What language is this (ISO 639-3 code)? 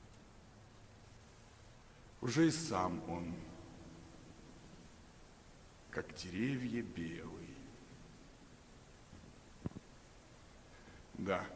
rus